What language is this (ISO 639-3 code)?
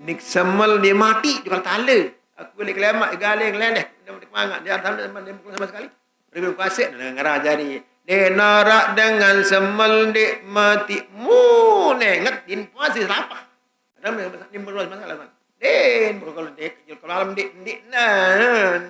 sas